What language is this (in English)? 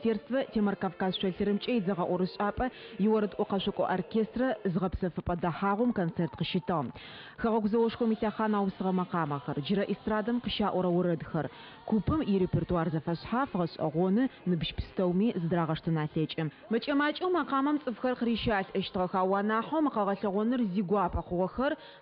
Adyghe